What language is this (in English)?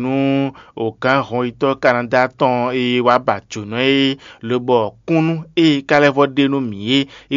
Fon